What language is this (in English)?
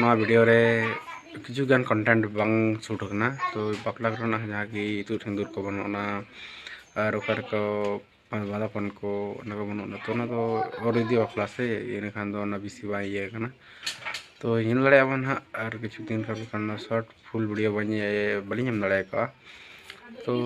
Santali